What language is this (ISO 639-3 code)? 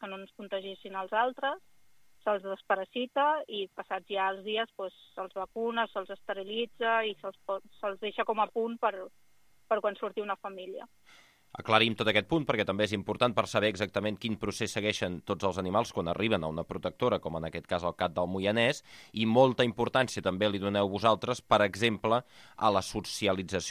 cat